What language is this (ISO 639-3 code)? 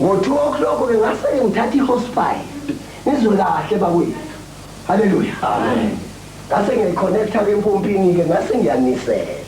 zul